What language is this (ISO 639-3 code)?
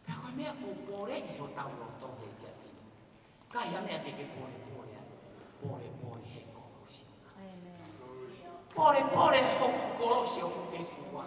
ton